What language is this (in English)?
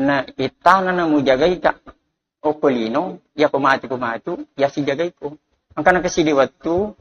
Buginese